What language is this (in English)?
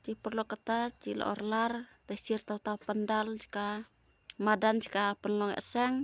Khasi